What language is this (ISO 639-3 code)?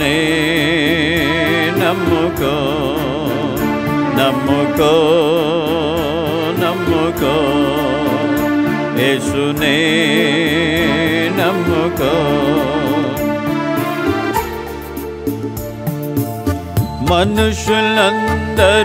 tel